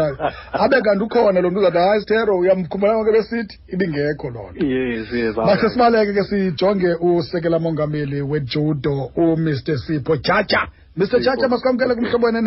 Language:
Xhosa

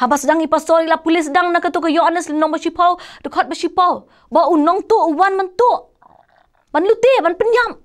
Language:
Khasi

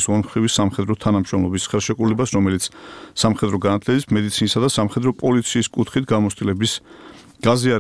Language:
Georgian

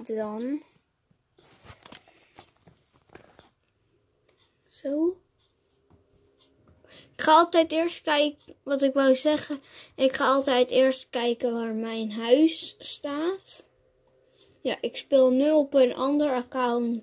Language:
Dutch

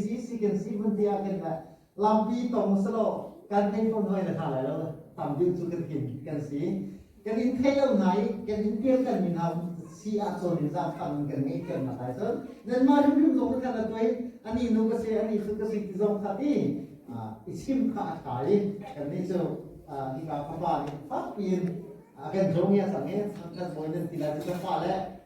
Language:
Hakha Chin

